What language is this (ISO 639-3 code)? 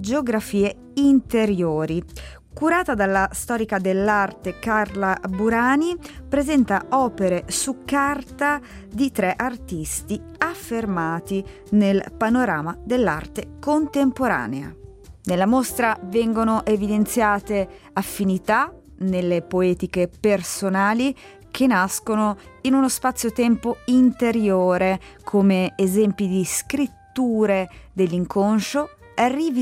ita